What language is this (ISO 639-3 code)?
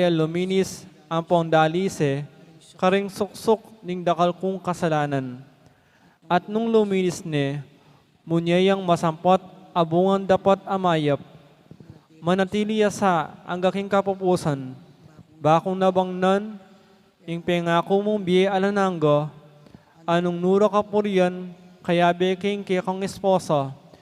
pam